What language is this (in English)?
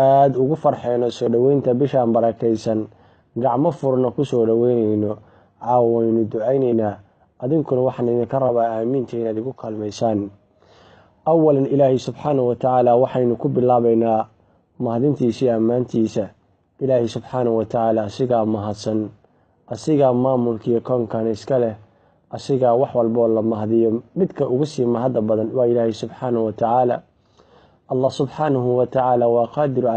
Somali